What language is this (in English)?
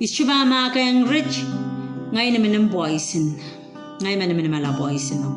Pohnpeian